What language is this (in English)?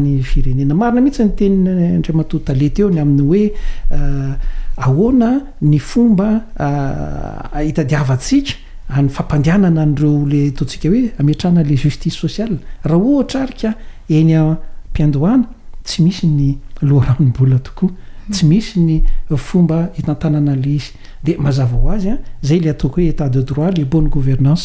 Malagasy